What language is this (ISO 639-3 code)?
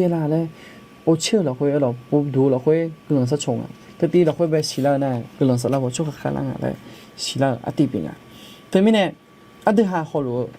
ahk